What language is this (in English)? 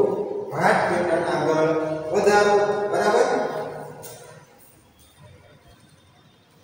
Gujarati